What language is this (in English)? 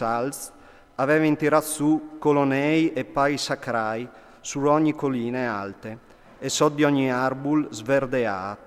Friulian